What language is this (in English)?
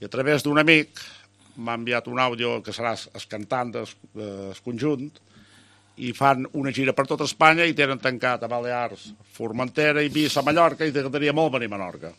Catalan